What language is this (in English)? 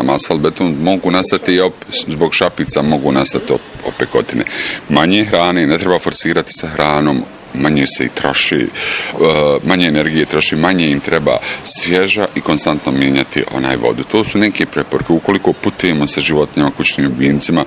Bosnian